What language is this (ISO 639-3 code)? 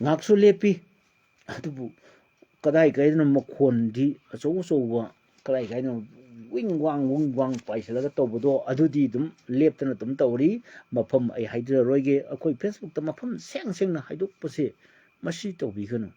mni